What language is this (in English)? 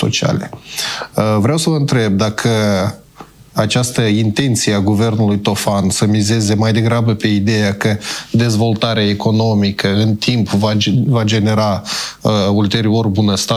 Romanian